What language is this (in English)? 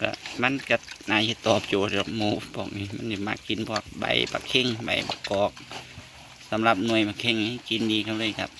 Northeastern Thai